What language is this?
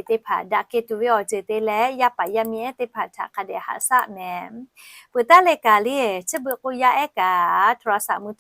Lahu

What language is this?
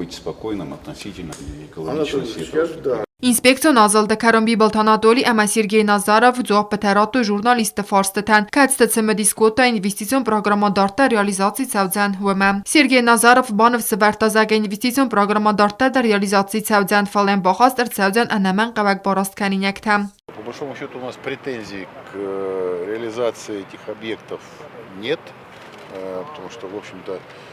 Ossetic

